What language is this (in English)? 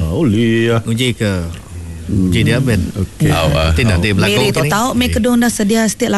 Iban